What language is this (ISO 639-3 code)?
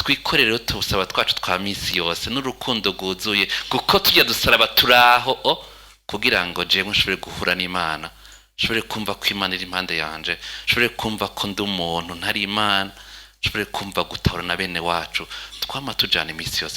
run